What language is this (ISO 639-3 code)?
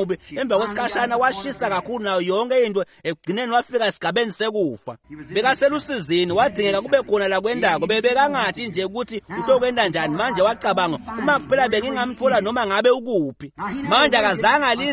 ssw